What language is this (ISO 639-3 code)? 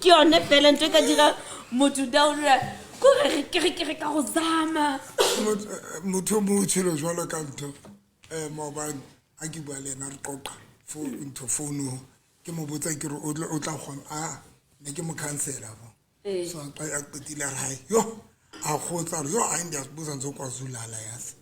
sot